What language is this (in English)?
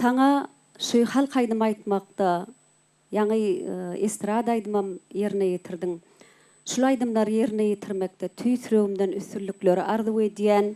Turkmen